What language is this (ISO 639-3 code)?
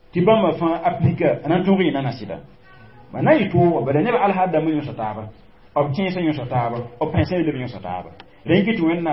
mos